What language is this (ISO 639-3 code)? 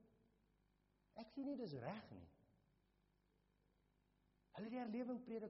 afr